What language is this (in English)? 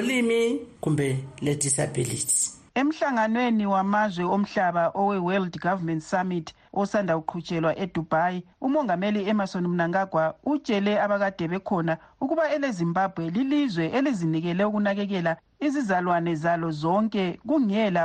North Ndebele